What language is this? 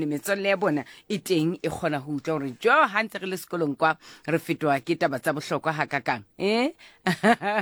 Southern Sotho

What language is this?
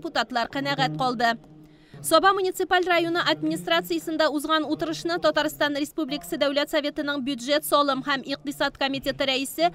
Tatar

